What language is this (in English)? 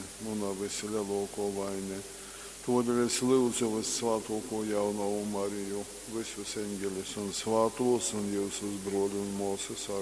Latgalian